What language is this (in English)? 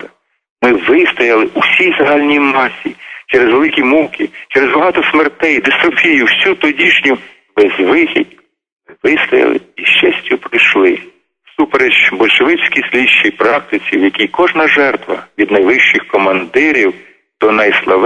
Ukrainian